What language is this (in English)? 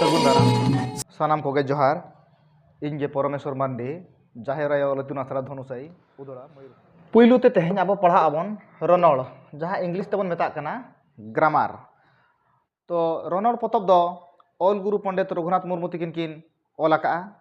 Santali